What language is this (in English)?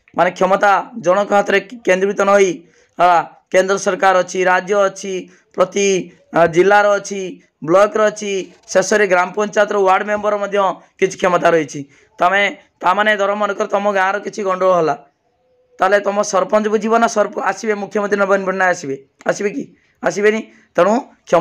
Odia